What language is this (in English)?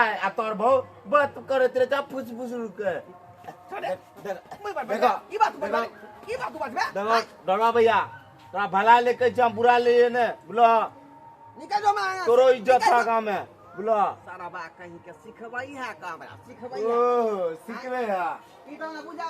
Maithili